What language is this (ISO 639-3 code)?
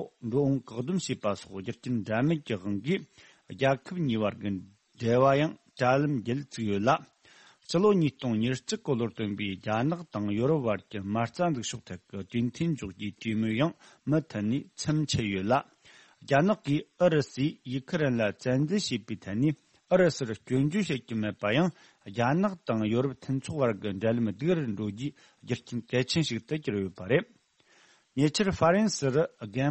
bod